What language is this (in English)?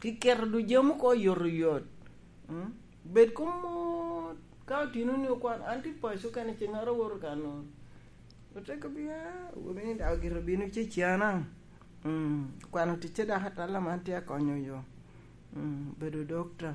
Lango (Uganda)